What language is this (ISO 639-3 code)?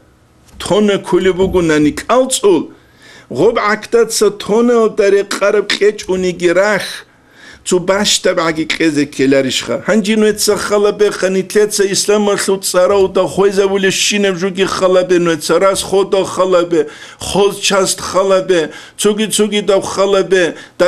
ava